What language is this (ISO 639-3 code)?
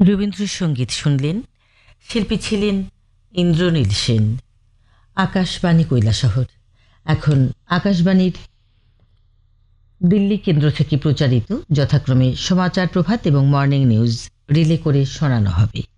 ben